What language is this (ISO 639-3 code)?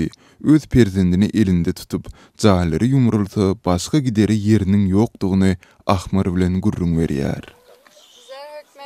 tuk